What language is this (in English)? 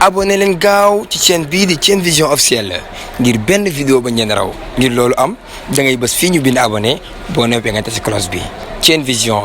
Wolof